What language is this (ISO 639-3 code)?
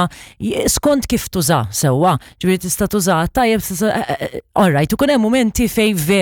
mlt